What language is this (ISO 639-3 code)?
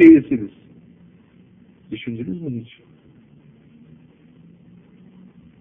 tur